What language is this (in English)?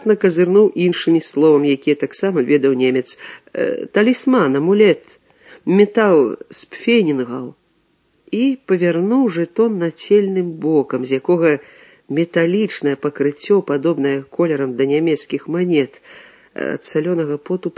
Belarusian